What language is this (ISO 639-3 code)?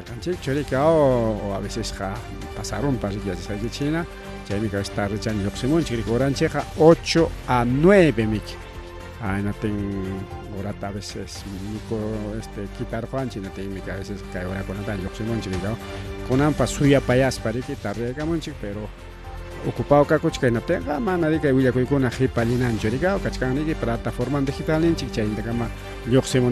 quy